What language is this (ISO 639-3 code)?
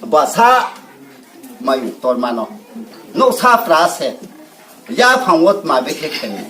ria